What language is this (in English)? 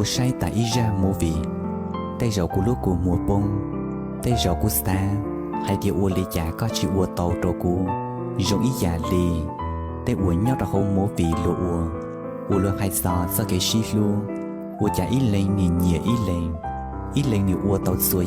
Hmong